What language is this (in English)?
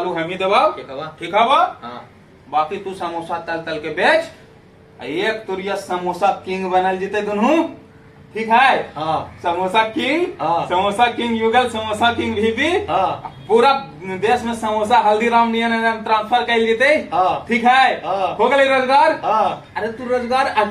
Magahi